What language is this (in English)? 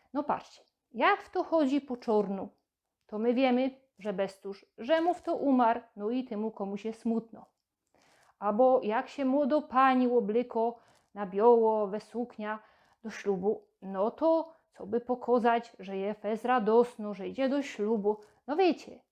Silesian